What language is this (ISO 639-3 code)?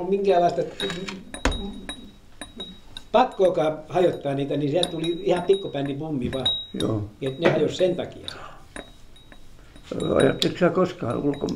fin